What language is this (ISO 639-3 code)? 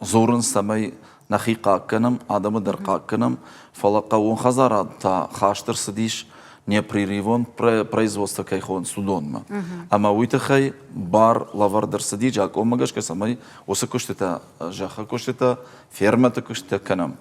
oss